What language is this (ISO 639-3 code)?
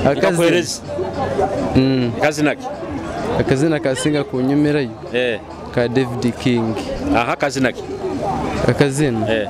nyo